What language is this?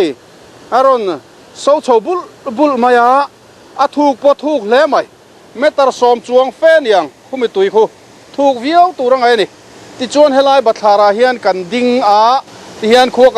Mizo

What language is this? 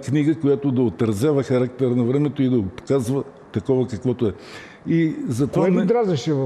Bulgarian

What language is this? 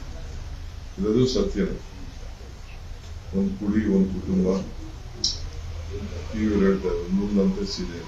Kannada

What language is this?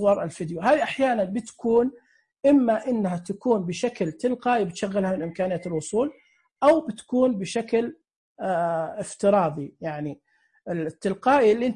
Najdi Arabic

